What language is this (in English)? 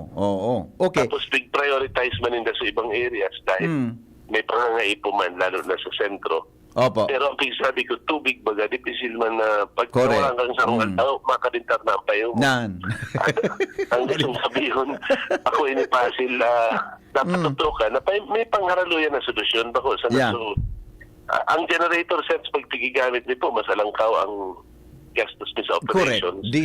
Bikol